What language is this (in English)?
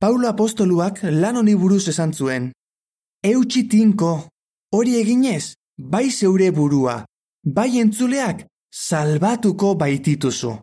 Basque